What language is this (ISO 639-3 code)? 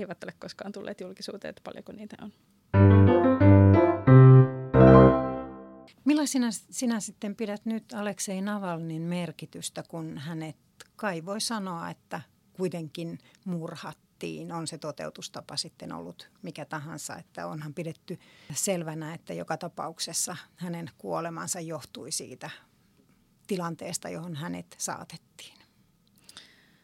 fin